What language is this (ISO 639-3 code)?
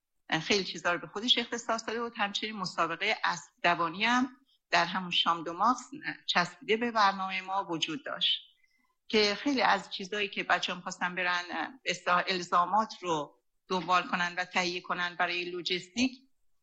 fas